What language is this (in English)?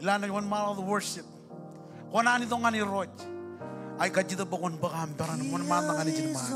Marshallese